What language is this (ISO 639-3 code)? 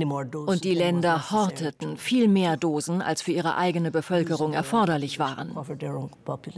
deu